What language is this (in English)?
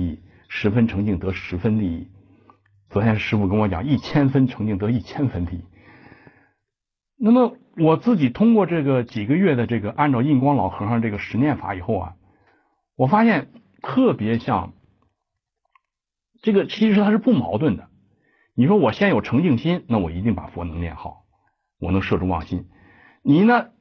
Chinese